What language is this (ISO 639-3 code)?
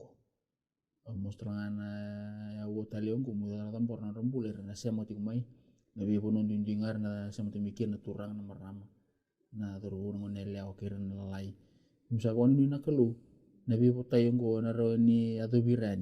fij